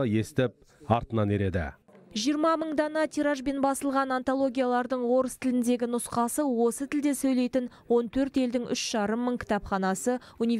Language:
Kazakh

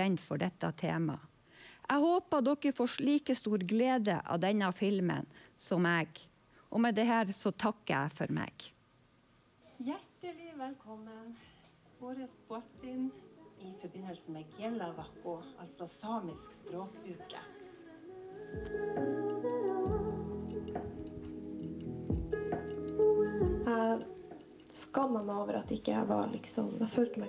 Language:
Norwegian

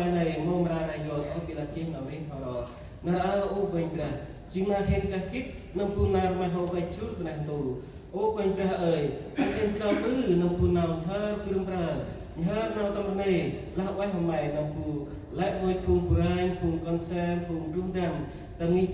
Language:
Central Mnong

